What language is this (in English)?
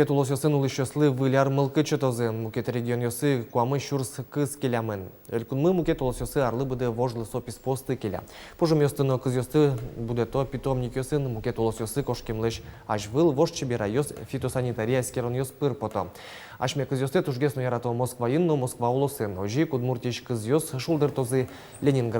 Udmurt